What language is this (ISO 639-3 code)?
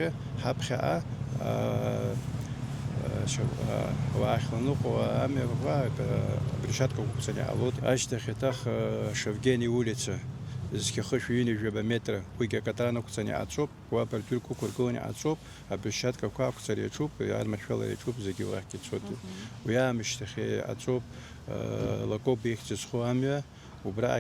abk